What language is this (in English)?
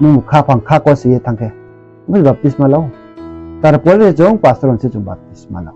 Riang (India)